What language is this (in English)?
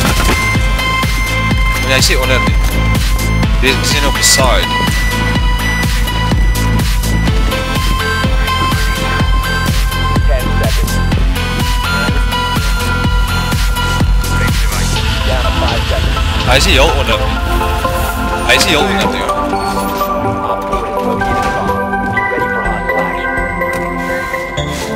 Afrikaans